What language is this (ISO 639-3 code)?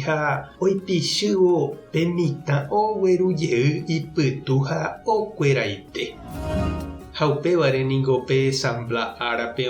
grn